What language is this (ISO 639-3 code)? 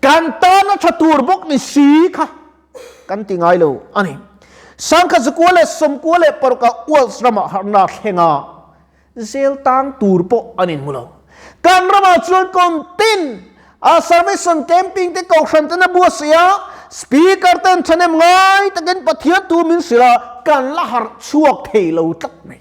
lus